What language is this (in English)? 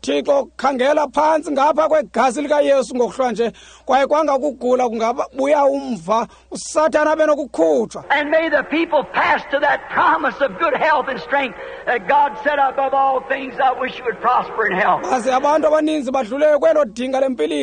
Xhosa